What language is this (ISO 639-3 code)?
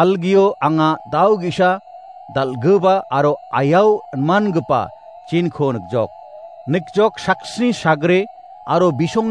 grt